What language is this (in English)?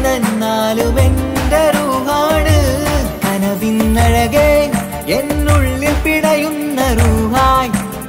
Malayalam